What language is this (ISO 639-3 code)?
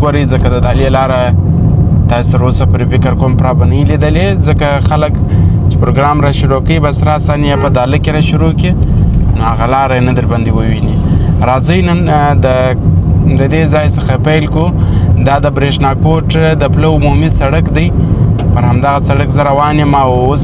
pus